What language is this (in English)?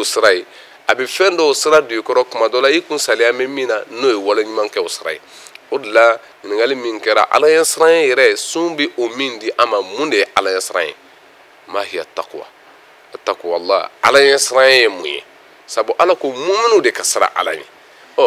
Bambara